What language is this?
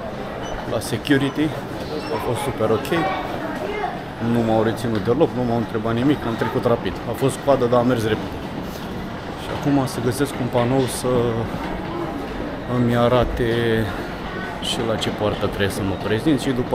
Romanian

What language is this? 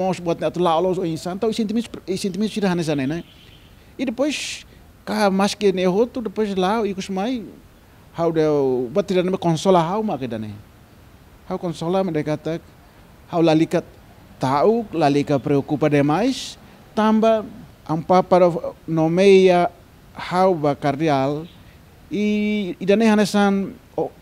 Tetum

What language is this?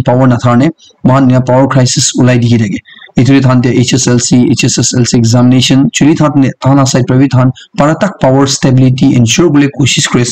Naga Pidgin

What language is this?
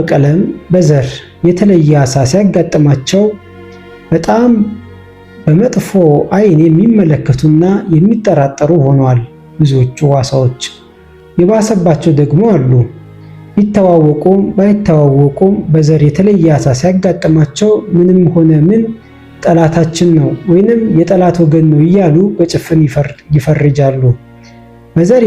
Amharic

